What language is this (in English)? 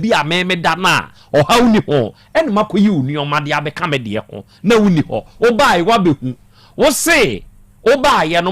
Akan